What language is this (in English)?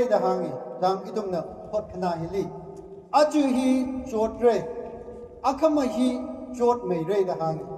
Tangkhul Naga (India)